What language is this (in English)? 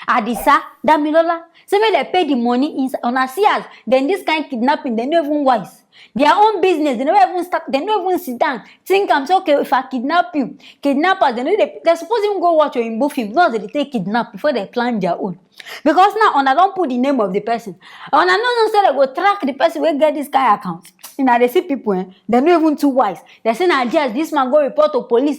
Nigerian Pidgin